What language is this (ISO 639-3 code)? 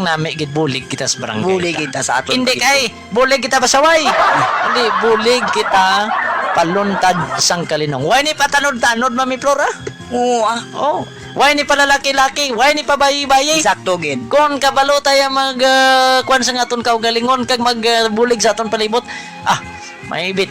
hil